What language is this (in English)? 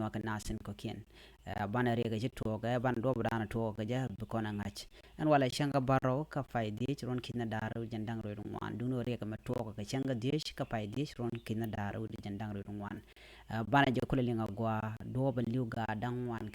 Nuer